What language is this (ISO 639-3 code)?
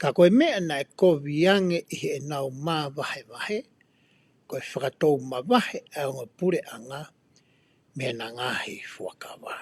ton